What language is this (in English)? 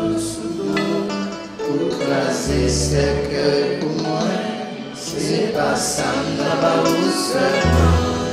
Haitian Creole